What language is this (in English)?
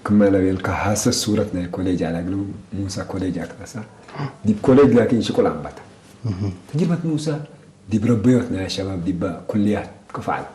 Tigre